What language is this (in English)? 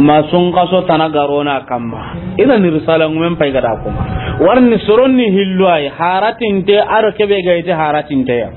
Soninke